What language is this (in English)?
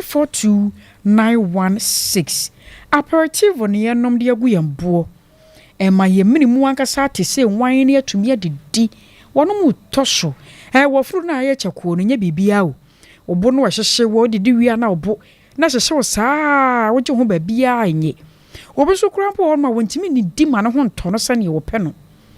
Akan